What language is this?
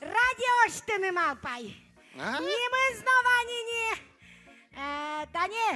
Udmurt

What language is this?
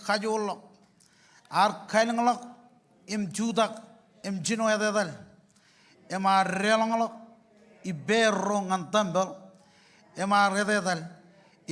Marshallese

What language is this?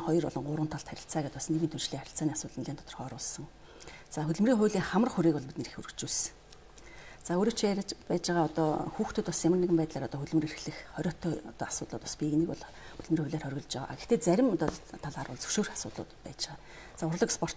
Mongolian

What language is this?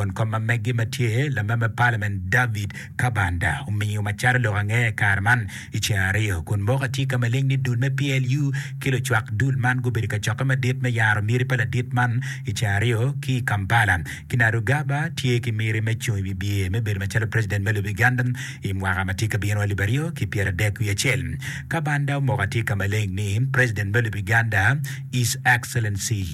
Acoli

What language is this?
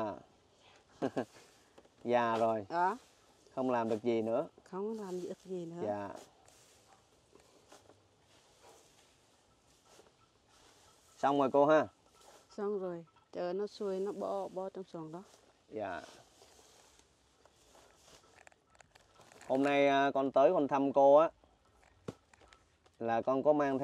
Vietnamese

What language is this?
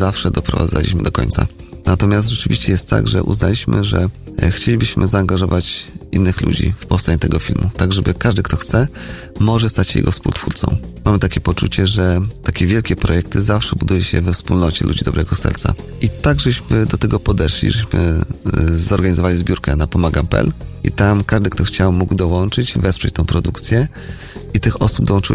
Polish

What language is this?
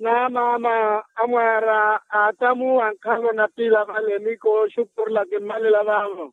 Makhuwa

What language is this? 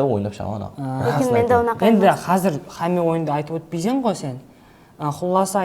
Kara-Kalpak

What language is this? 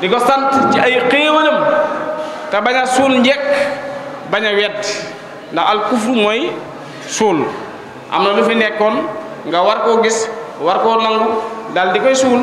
Wolof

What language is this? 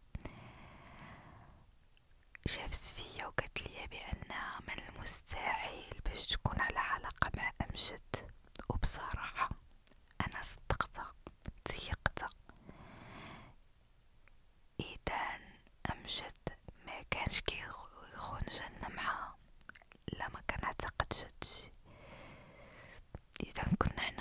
Moroccan Arabic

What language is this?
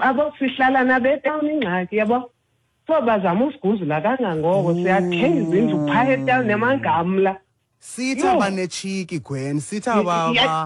Xhosa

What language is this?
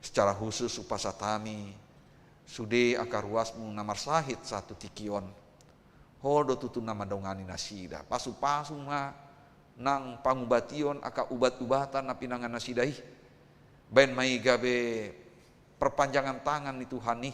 Batak Toba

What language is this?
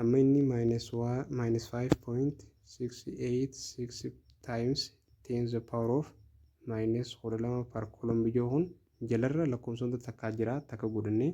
Oromo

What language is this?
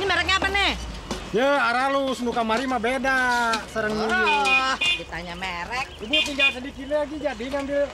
Betawi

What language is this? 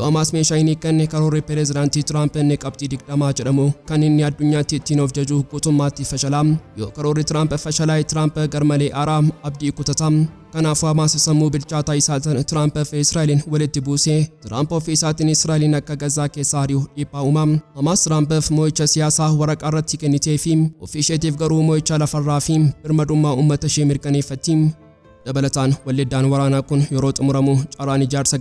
Oromo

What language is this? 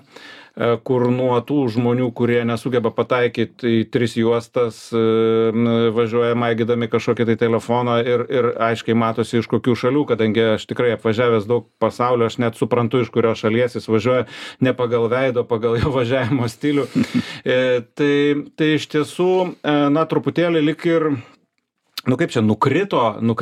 Lithuanian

